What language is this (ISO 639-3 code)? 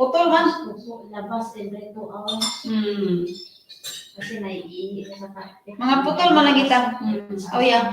ceb